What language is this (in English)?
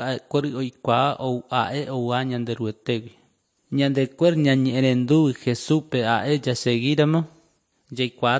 Guarani